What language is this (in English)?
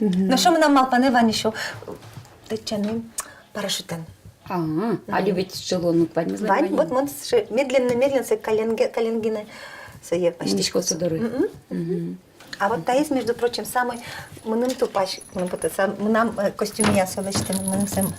Udmurt